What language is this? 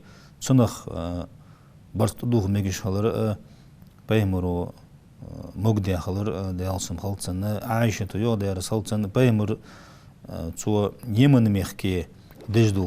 Ingush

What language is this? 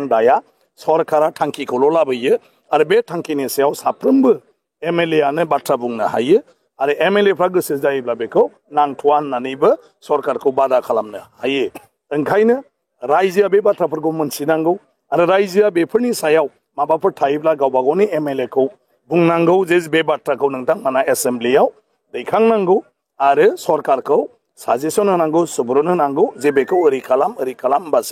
Bodo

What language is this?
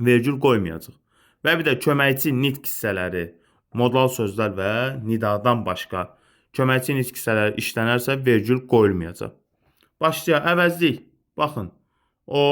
Azerbaijani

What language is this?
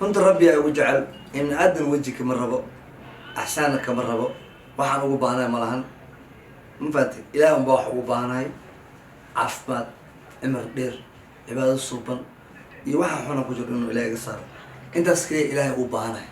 Somali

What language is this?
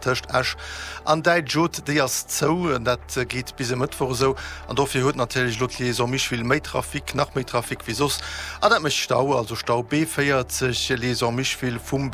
Luxembourgish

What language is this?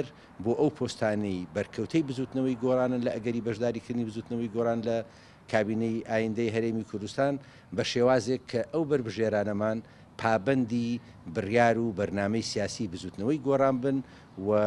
Central Kurdish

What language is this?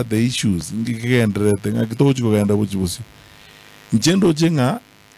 Gusii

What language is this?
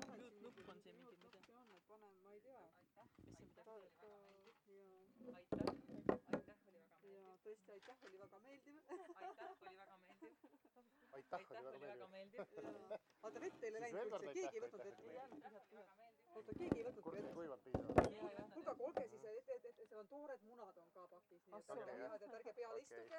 Estonian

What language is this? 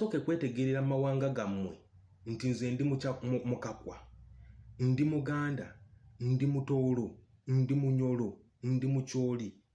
Ganda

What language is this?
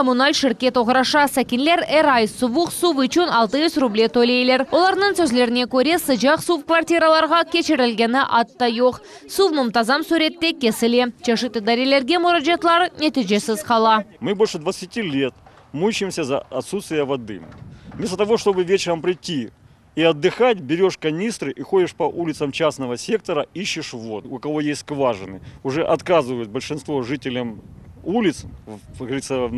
Crimean Tatar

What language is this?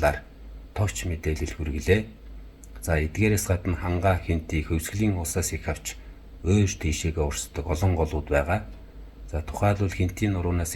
Mongolian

